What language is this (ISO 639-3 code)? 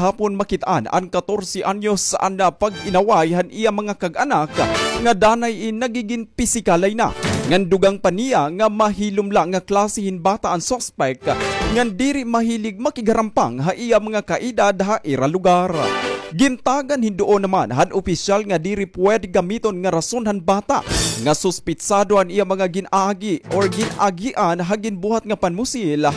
war